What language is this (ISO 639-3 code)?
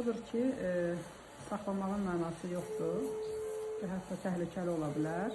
aze